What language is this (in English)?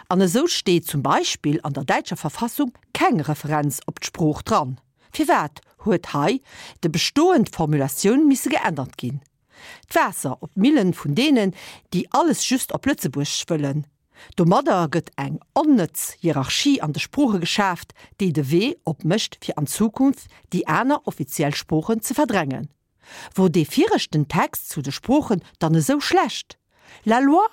Luxembourgish